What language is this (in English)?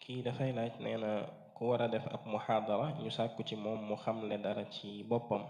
Wolof